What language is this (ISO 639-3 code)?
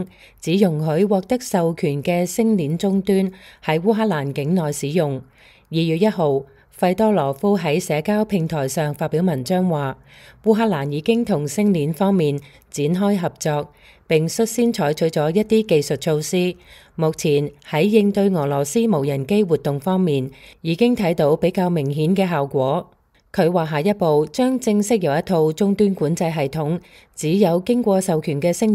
yue